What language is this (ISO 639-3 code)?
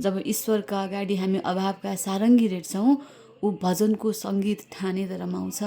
nep